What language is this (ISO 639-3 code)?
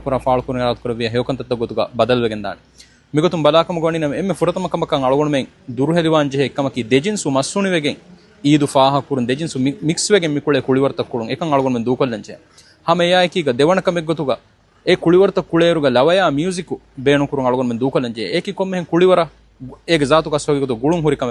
div